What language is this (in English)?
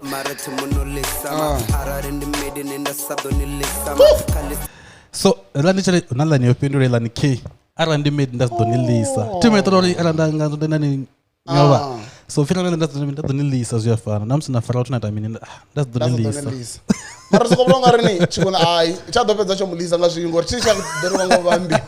Venda